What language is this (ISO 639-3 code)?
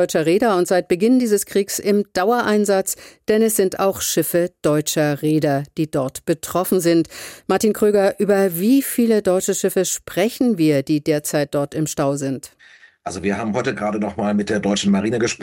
deu